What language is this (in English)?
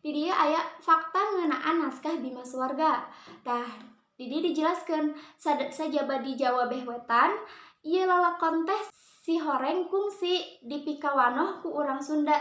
Sundanese